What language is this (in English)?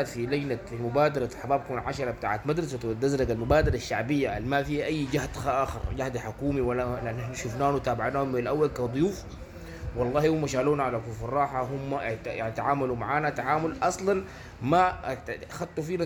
Sudanese Arabic